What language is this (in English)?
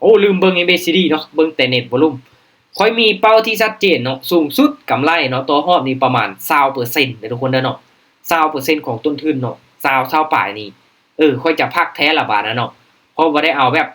Lao